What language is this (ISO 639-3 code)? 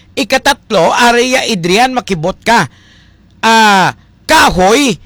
hil